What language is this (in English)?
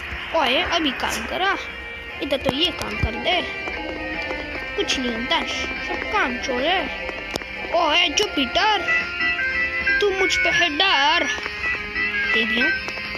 Hindi